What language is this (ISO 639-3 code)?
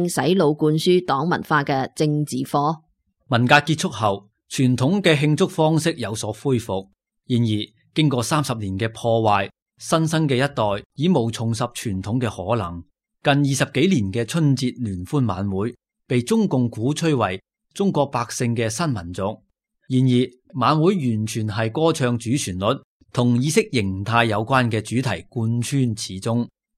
yue